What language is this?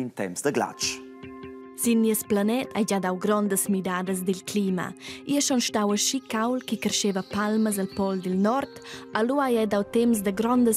Romansh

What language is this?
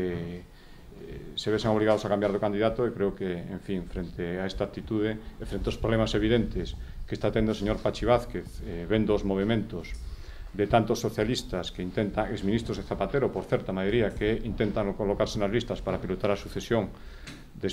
Galician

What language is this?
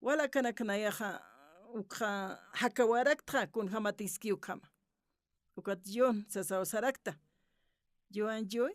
Aymara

